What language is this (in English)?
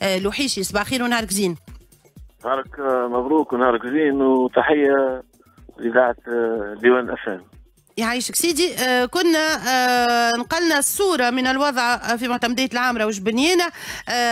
Tunisian Arabic